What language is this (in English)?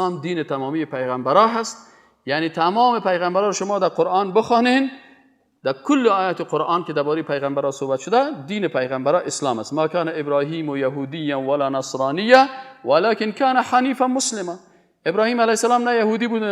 Persian